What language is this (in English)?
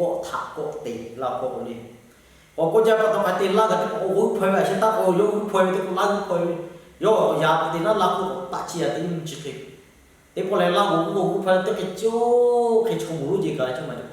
Lahu